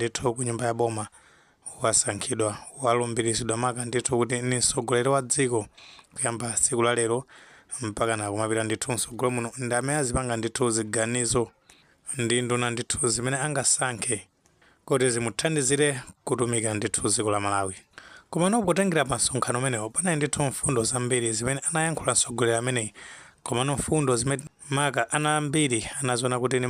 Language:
Nyanja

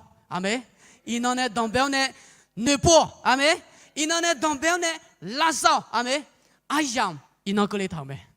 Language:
Akha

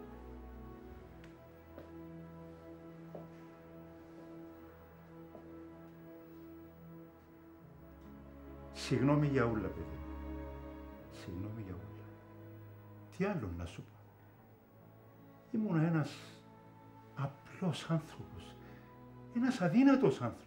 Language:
Greek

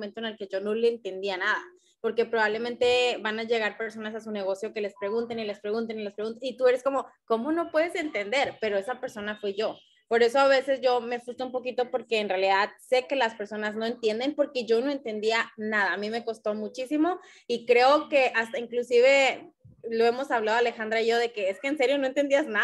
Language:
Spanish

